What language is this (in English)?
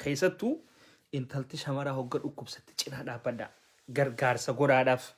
Oromo